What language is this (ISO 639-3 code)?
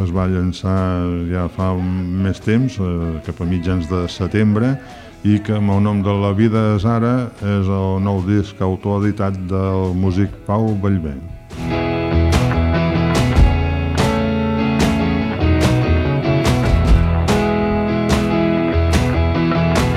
cat